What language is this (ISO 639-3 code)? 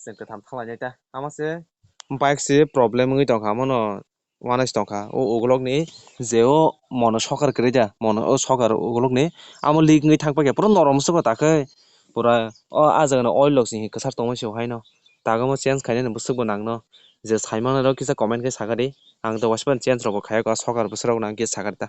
trp